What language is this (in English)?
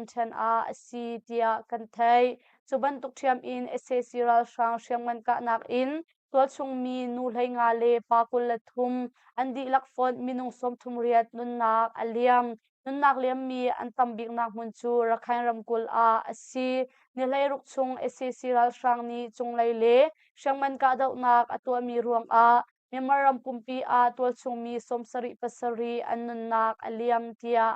Hakha Chin